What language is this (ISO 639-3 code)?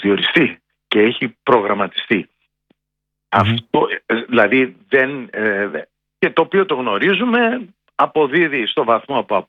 ell